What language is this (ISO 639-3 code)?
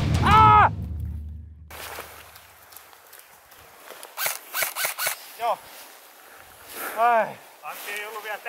fin